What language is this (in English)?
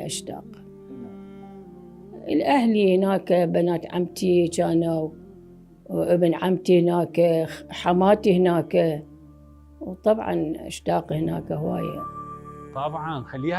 Mesopotamian Arabic